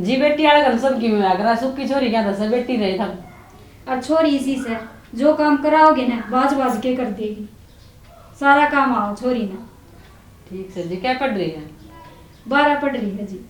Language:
Haryanvi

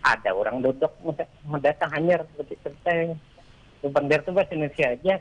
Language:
Banjar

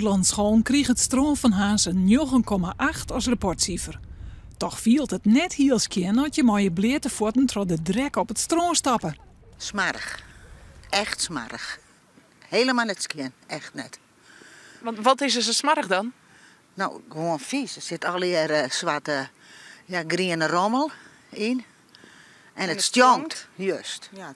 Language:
Western Frisian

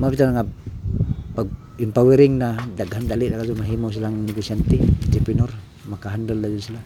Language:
Cebuano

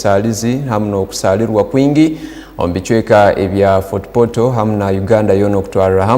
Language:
Tooro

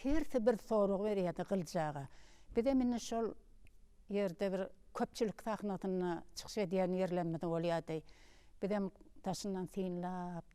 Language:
Turkmen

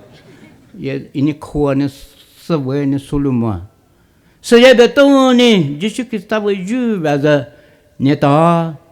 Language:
Poumei Naga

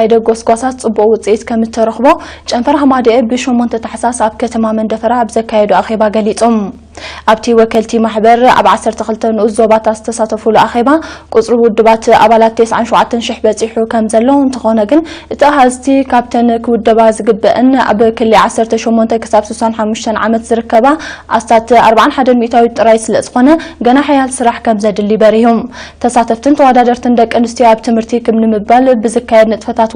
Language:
Tigrinya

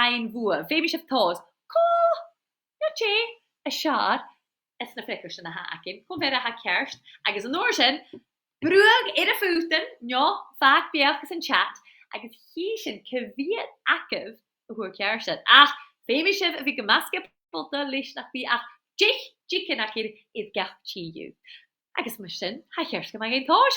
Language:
Scottish Gaelic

